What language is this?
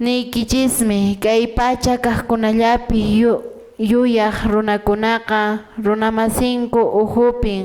Quechua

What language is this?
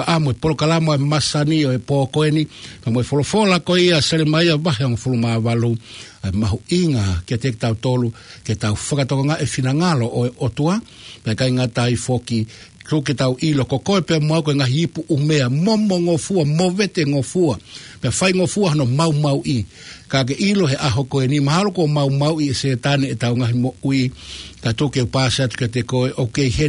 Tongan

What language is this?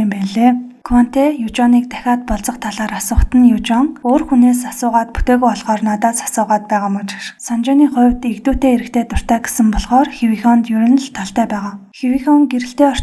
Mongolian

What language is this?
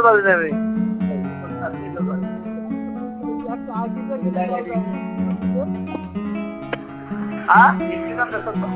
Bangla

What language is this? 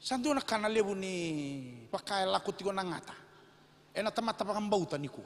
Fijian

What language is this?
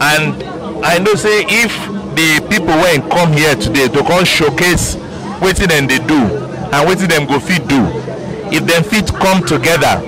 Nigerian Pidgin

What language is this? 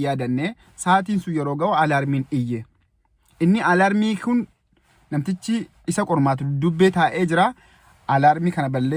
Oromo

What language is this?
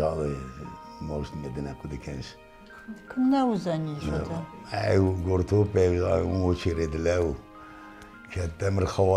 Ossetic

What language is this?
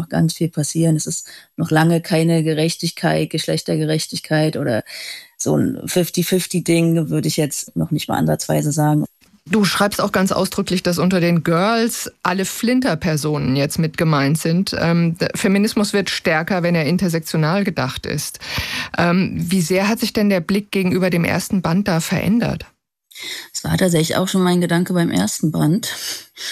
German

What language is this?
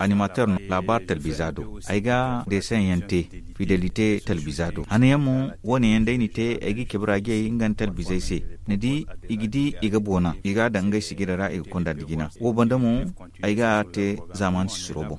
Zarma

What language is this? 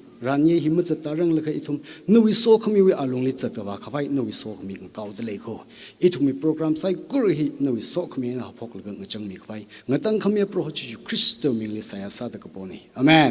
Tangkhul Naga (India)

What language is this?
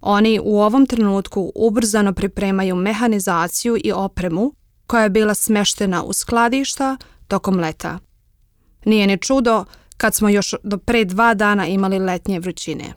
Serbian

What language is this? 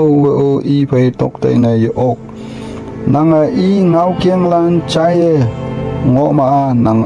Konyak Naga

